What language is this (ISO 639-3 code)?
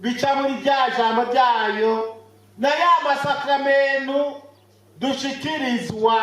run